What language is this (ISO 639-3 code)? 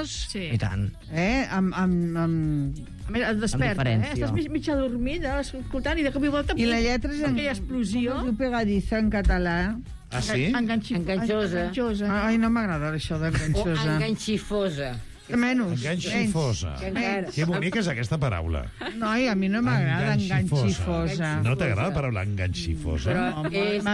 cat